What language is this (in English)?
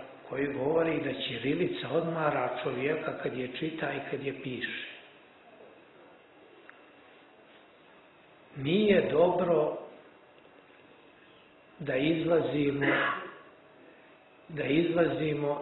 Serbian